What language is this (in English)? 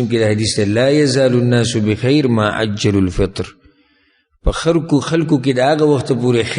Pashto